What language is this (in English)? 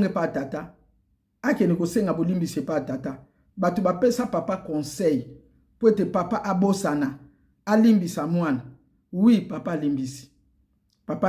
Lingala